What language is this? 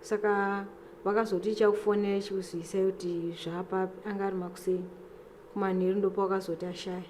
Shona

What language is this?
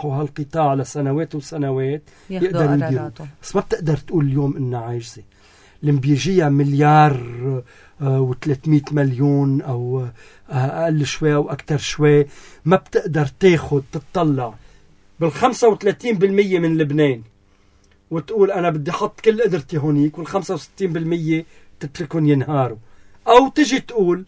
North Levantine Arabic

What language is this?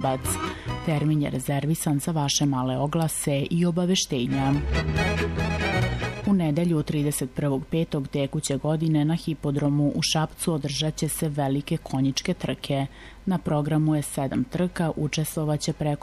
Serbian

